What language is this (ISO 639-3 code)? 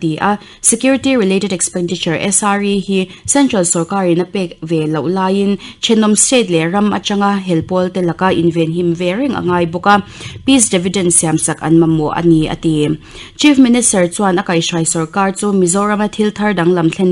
lus